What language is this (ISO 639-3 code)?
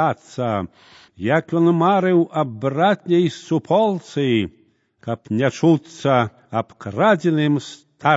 bel